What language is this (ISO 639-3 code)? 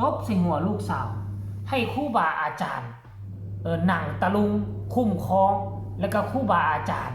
lao